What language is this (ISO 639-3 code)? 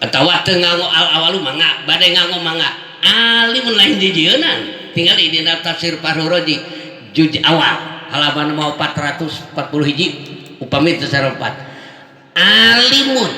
sun